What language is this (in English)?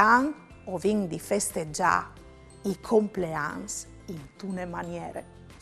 Friulian